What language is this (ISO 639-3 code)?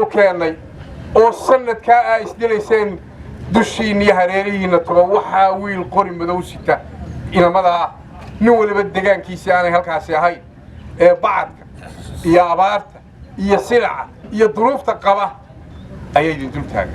som